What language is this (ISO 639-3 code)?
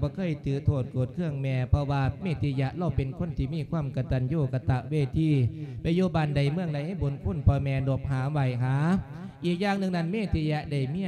lao